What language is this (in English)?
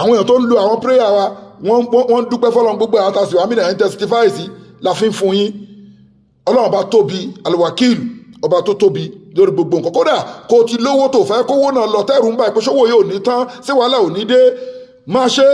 Yoruba